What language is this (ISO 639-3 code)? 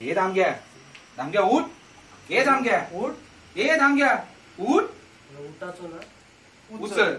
kok